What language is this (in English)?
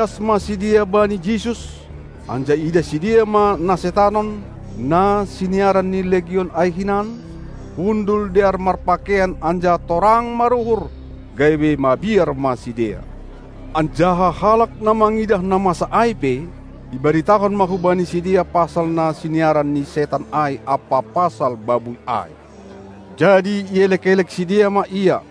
Batak Simalungun